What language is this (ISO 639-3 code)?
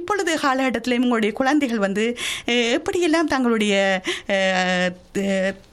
tam